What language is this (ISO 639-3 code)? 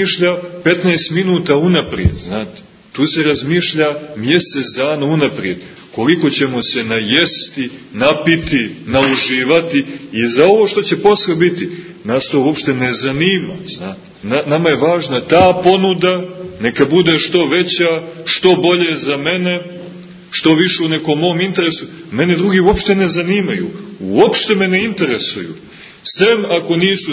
srp